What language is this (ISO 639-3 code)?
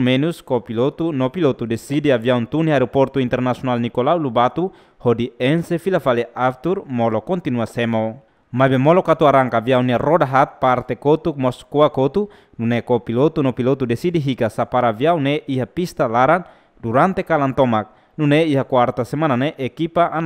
tet